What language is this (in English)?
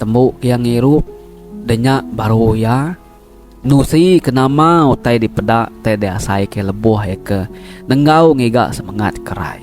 Iban